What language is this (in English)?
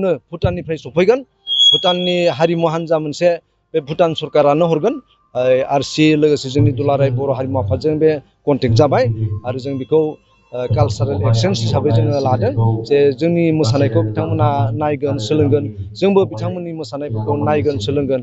Bodo